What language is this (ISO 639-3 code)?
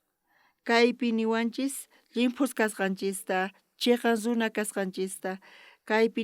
quh